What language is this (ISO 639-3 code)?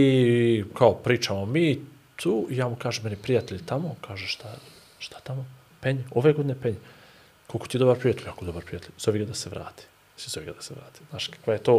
bos